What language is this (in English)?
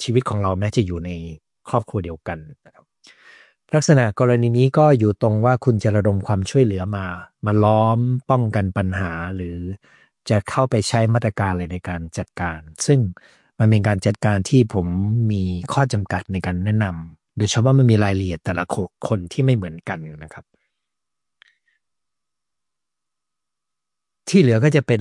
Thai